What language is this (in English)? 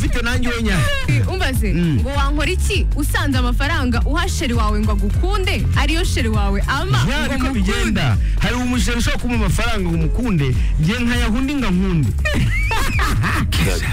Kinyarwanda